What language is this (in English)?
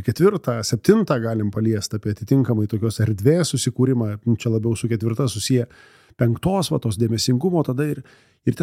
Lithuanian